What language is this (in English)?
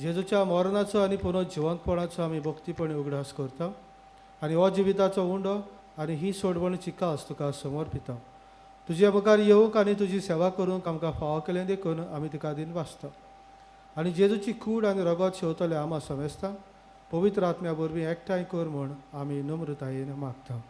Konkani